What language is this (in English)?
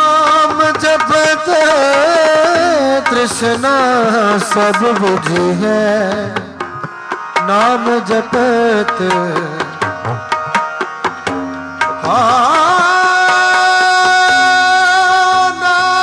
Punjabi